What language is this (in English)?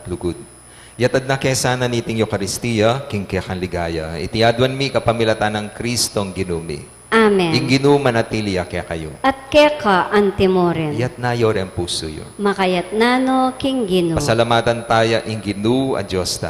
Pampanga